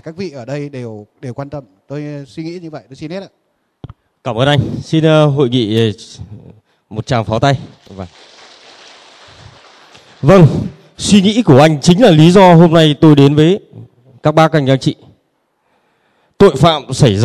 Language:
Vietnamese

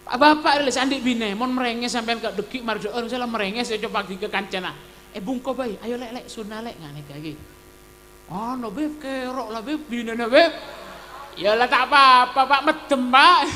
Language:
Madurese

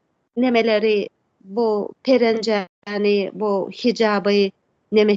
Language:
Turkmen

